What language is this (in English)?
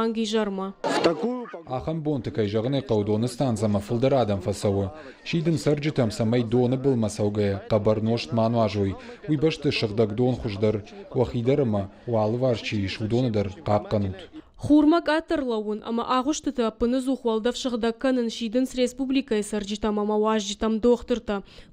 Ossetic